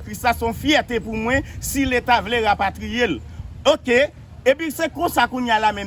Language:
Haitian Creole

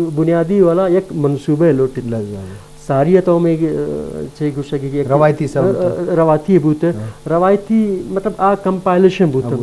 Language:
Eastern Balochi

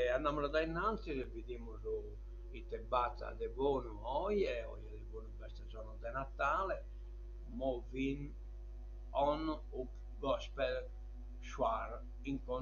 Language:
Sardinian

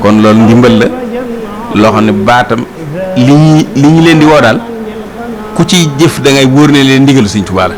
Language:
Wolof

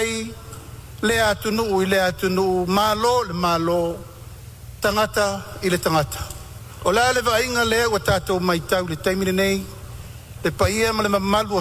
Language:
Samoan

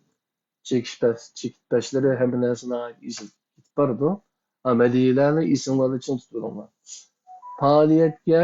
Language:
Uyghur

